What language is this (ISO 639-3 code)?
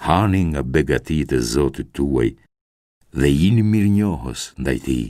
sqi